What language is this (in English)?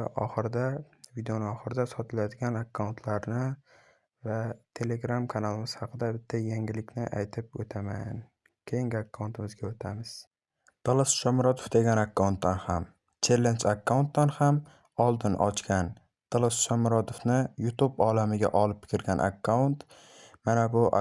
Uzbek